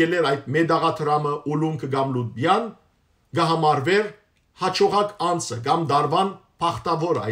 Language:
Western Armenian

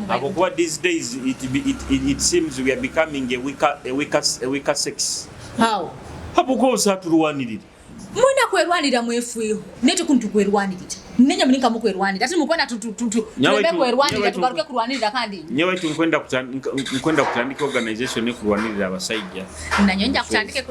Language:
Nyoro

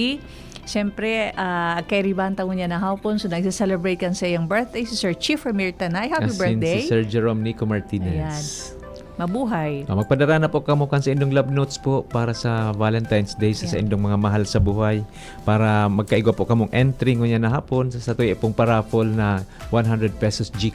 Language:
Bikol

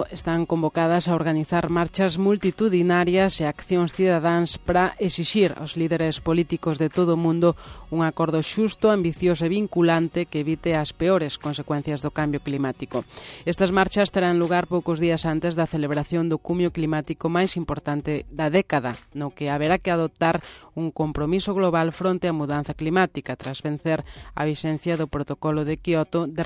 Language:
Galician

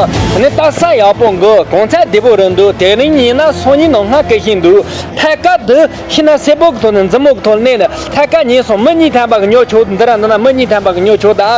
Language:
Tibetan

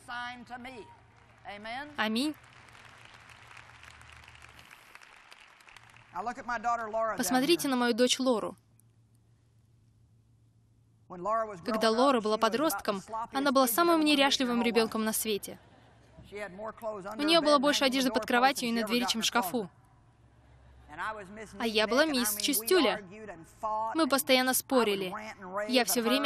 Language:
Russian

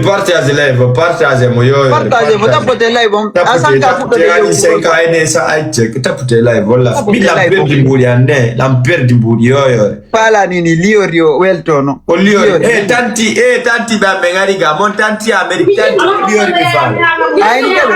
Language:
Fula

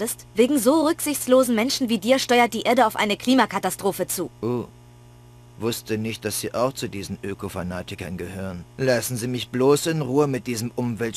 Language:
Bavarian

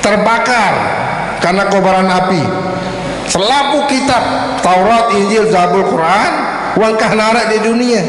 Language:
Sasak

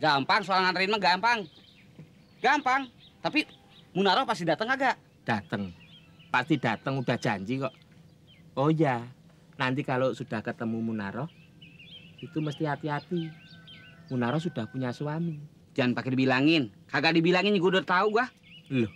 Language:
Betawi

